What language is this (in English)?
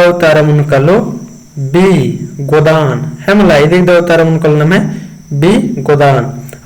Kurukh